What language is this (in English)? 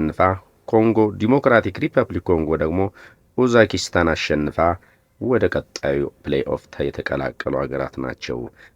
Amharic